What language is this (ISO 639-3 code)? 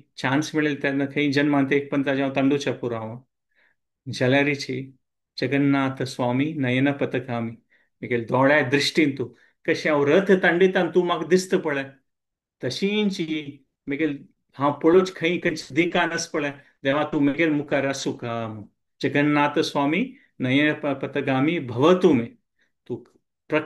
kok